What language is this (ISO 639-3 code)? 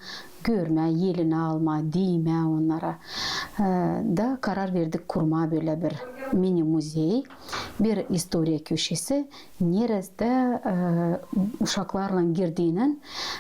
gag